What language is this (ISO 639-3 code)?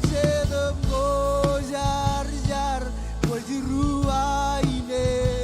mah